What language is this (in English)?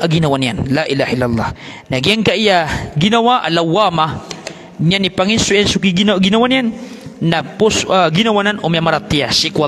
Maranao